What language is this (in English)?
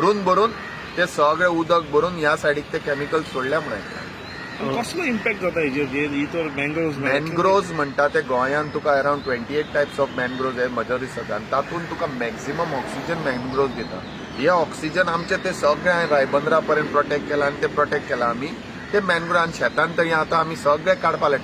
Konkani